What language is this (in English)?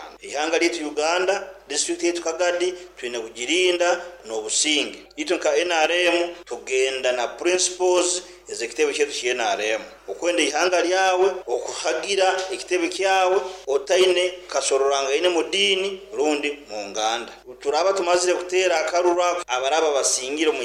Nyoro